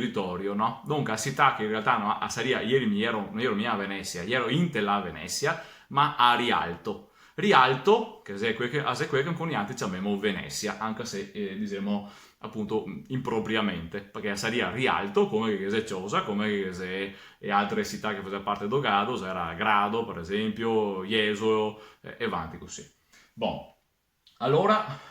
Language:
Venetian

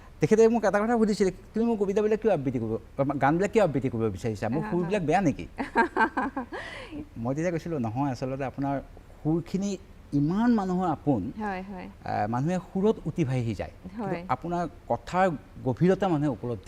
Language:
Assamese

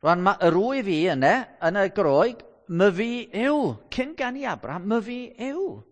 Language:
Welsh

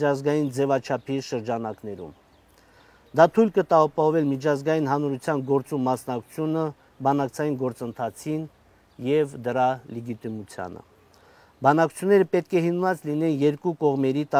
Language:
Armenian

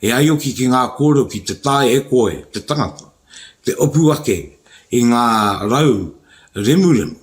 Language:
Māori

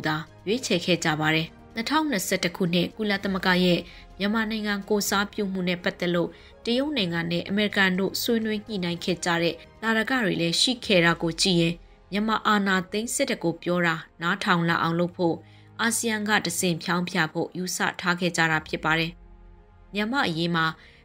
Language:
Burmese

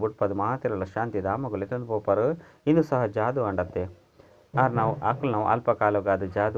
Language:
Tulu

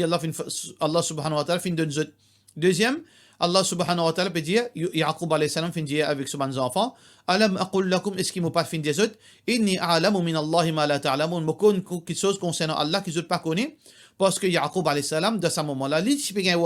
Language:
Morisyen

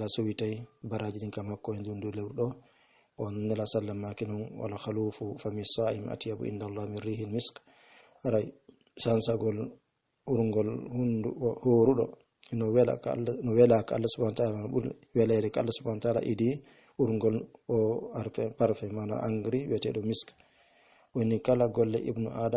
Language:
Fula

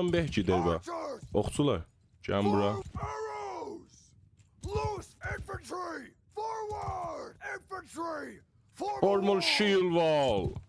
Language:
South Azerbaijani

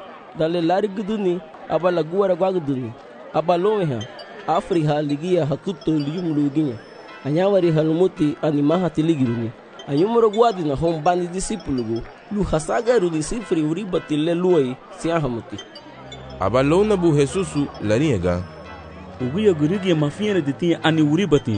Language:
Garifuna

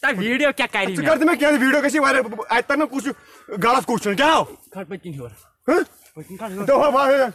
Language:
Kashmiri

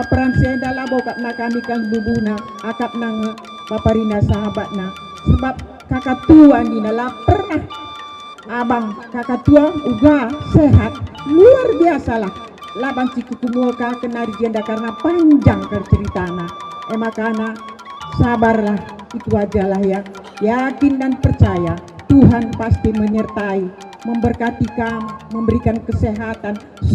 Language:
Batak Karo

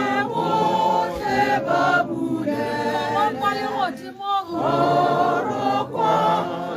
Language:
Tswana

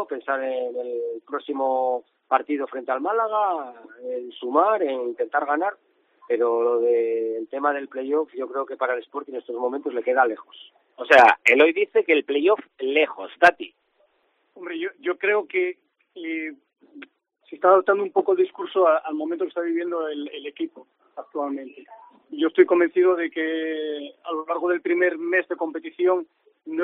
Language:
Spanish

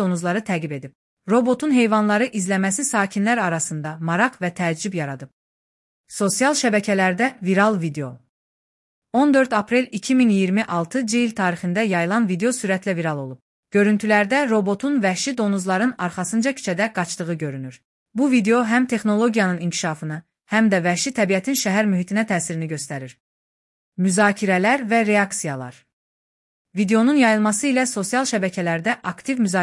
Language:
Azerbaijani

